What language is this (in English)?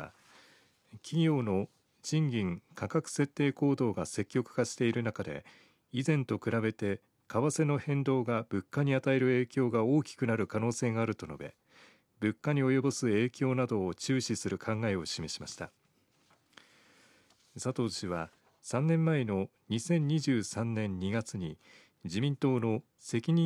Japanese